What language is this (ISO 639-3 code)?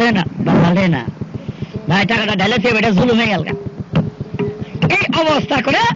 ben